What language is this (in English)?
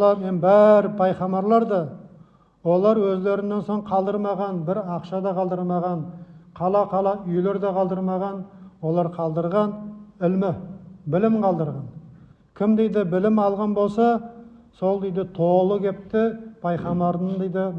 Nogai